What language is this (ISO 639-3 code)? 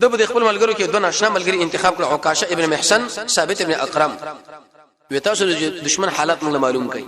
pus